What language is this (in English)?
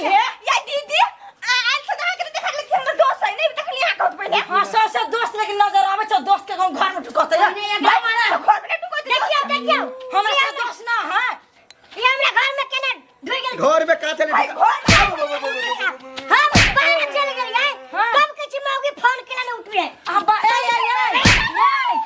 Maithili